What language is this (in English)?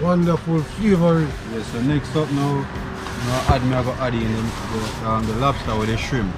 Jamaican Creole English